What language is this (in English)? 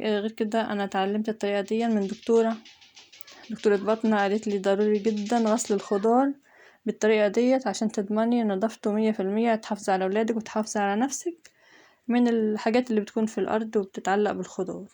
Egyptian Arabic